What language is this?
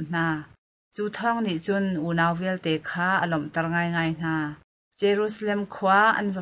Hakha Chin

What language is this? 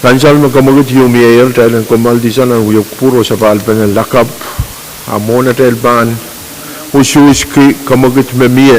Pohnpeian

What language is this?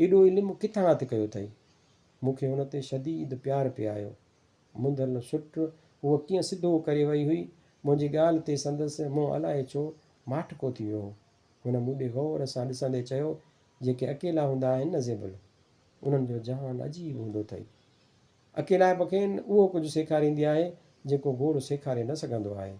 Sindhi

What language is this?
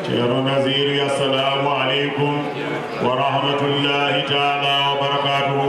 Fula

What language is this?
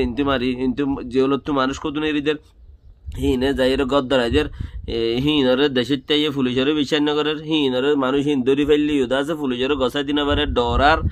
Rohingya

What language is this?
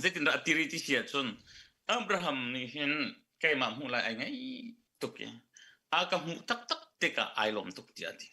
Hakha Chin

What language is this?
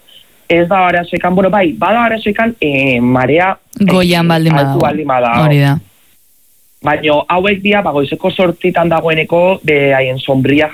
Basque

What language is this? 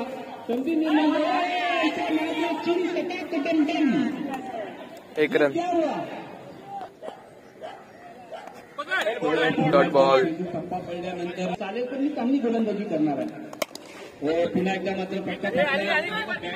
Marathi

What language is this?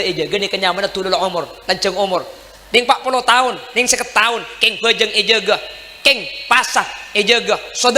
Madurese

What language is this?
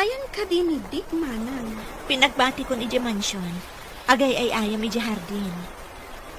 Iloko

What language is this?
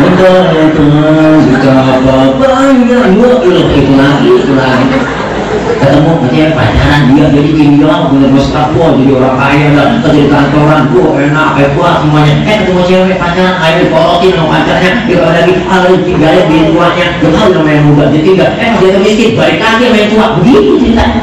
Betawi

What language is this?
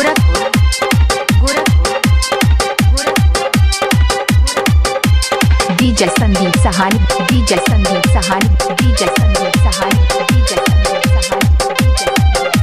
Bhojpuri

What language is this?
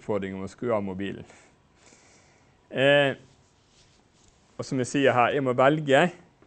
Norwegian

